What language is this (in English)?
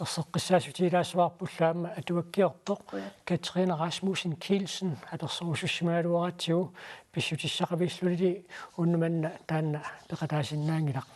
Kalaallisut